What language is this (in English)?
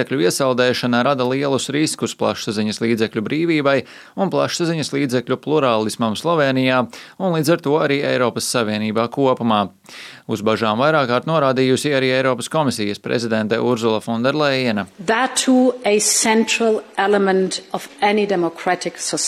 Latvian